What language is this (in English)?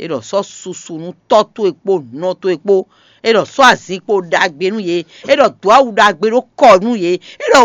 Fon